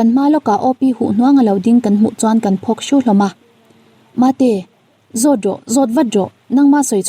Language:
Mizo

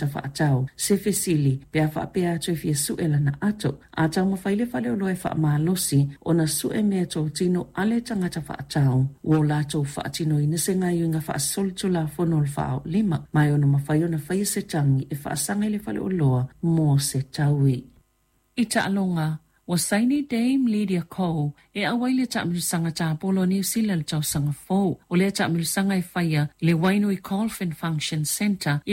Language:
Samoan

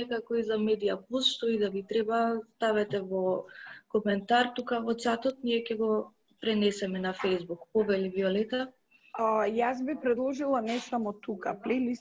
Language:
Macedonian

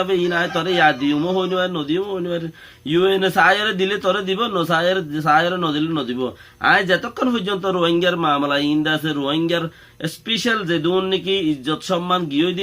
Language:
Rohingya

